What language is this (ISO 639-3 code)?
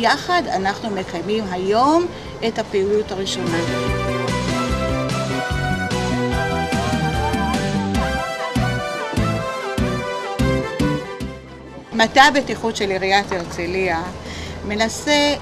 heb